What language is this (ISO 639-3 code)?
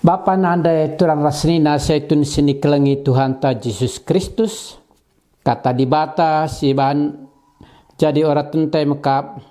btx